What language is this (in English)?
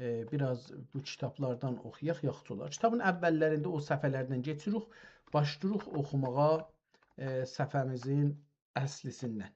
South Azerbaijani